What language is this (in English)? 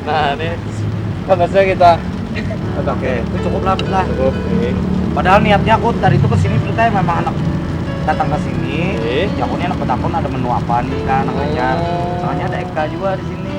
Banjar